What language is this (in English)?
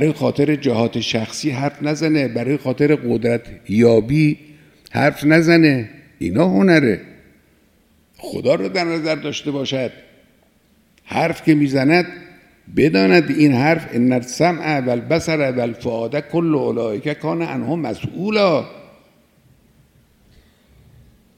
Persian